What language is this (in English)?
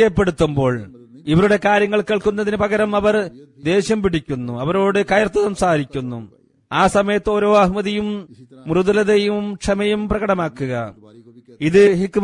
Malayalam